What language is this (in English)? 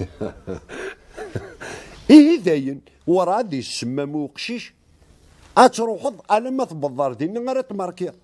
Kabyle